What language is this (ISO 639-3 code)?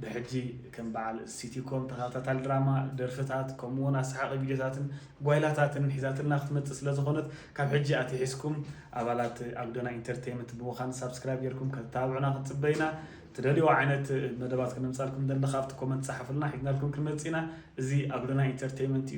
tir